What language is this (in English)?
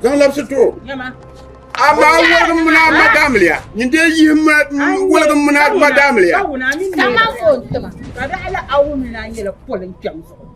Dagbani